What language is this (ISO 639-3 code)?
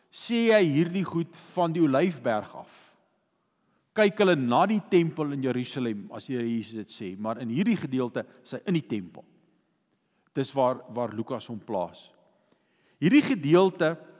afr